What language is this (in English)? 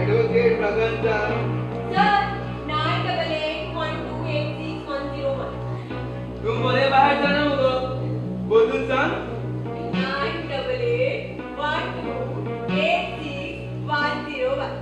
Konkani